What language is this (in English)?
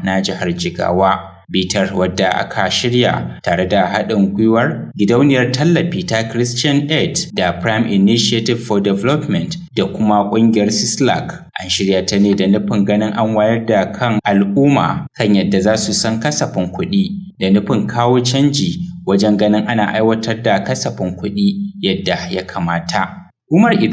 Hausa